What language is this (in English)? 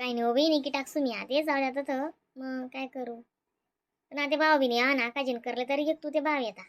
Khandesi